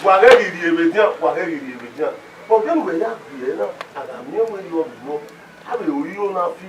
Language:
Bini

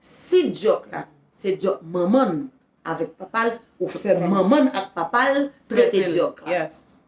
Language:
Haitian Creole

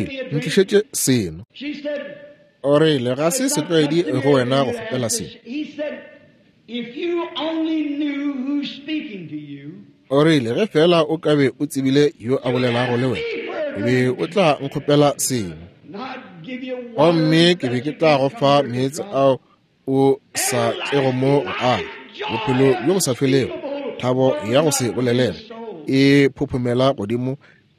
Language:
Northern Sotho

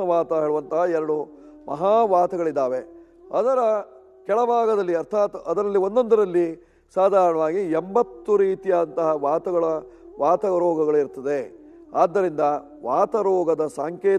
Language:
Kannada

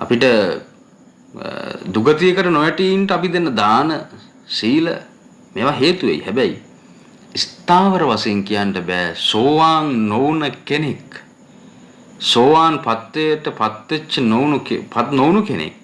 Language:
Sinhala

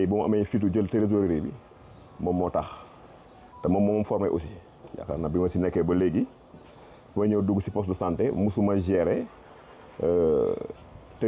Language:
Wolof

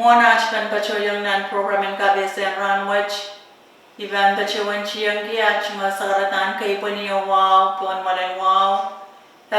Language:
Pohnpeian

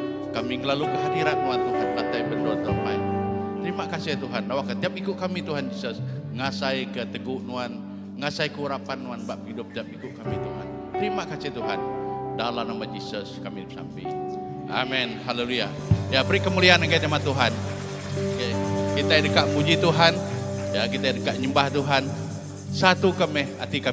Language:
Iban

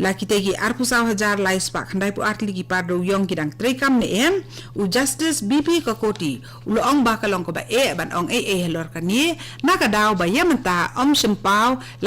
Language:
Khasi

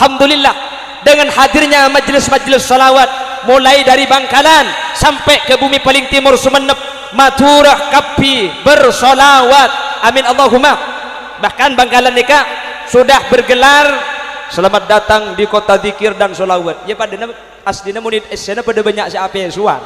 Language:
Madurese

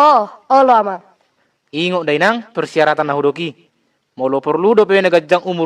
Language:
Batak Toba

